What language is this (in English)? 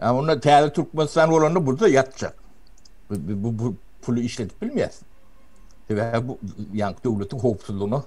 Turkmen